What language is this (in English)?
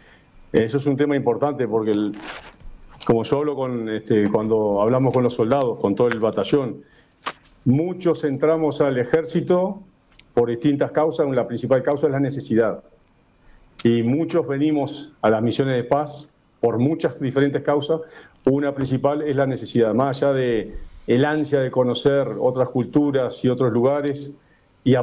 Spanish